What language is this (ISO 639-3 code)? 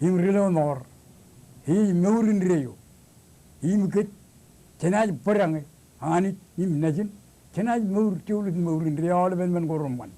mah